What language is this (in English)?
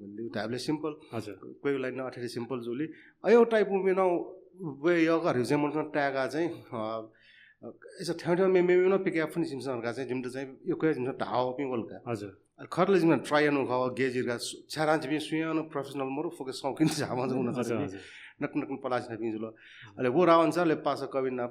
Newari